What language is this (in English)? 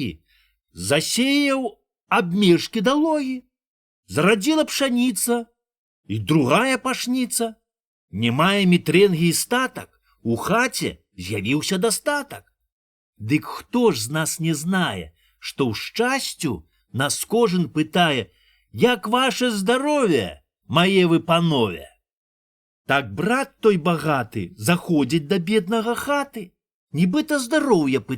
Belarusian